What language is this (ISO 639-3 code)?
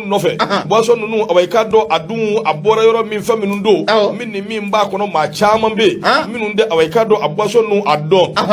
bam